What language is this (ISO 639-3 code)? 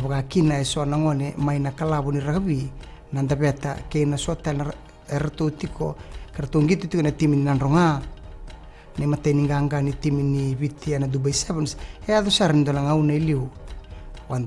fij